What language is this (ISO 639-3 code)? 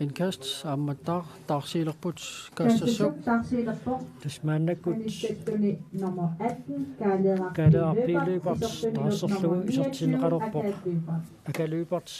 kal